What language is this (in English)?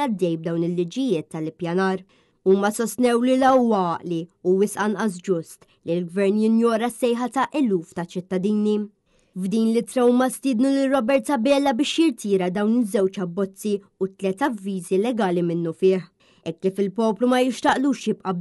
Maltese